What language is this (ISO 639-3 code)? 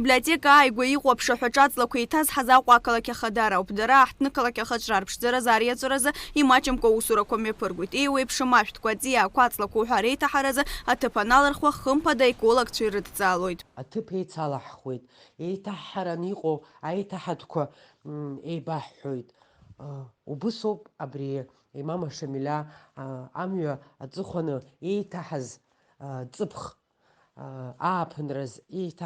abk